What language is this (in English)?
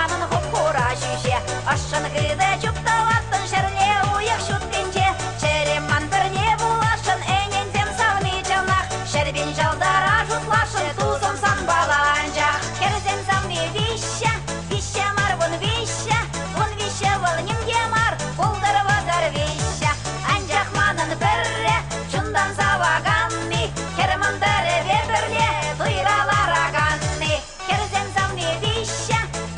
Chuvash